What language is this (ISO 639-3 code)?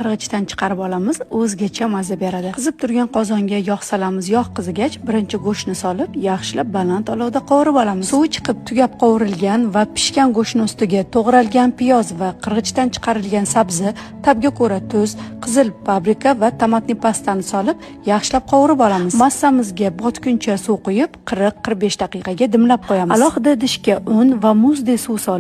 uzb